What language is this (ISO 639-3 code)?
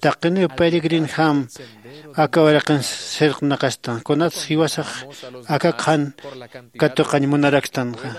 aym